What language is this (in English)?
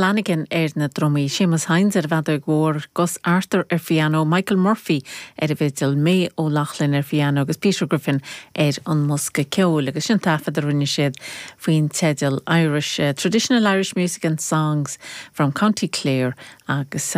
Irish